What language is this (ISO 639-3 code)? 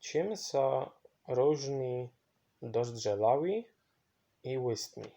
szl